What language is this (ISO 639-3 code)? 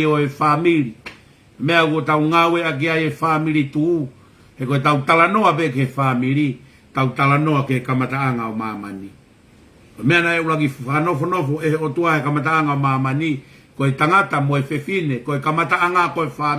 ton